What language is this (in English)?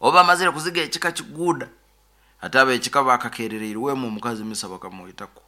Nyoro